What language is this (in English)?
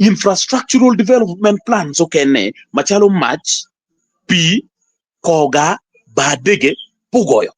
Acoli